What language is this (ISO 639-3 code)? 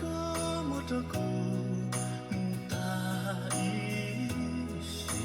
hmn